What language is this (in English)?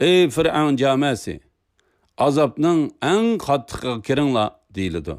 Uyghur